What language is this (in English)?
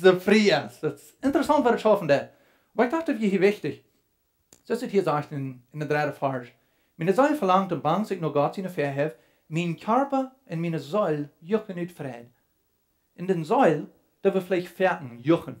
Plautdietsch